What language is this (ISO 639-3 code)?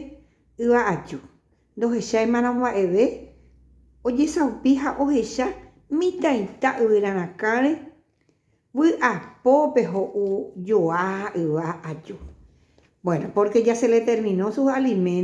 grn